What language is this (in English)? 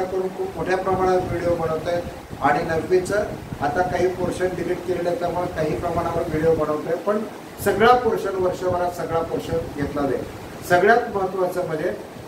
Marathi